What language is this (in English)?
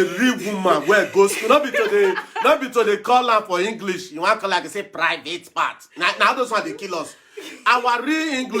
Nigerian Pidgin